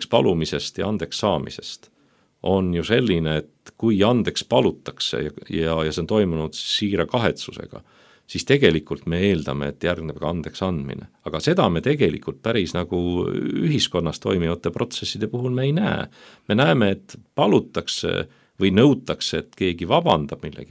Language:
Estonian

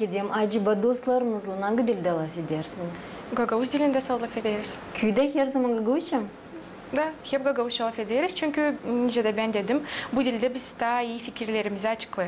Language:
Gagauz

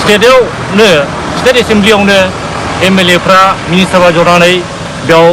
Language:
Bodo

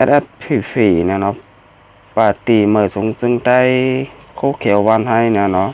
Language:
Shan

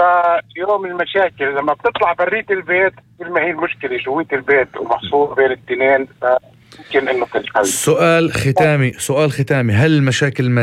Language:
North Levantine Arabic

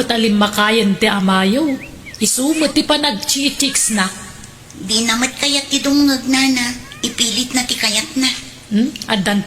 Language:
Iloko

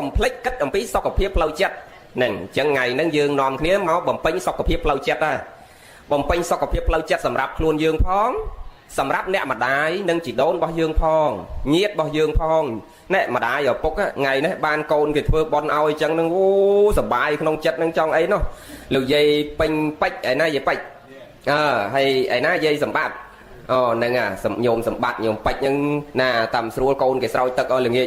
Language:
Khmer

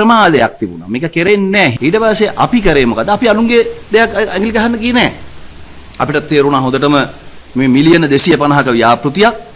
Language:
Sinhala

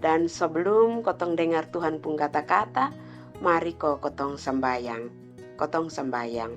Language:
Kupang Malay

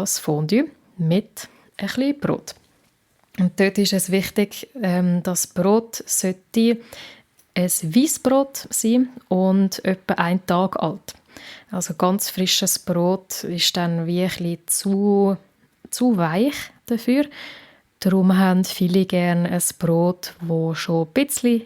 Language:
Swiss German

